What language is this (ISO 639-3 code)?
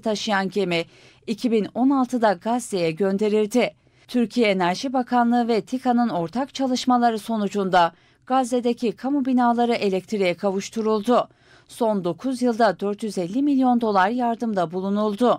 tur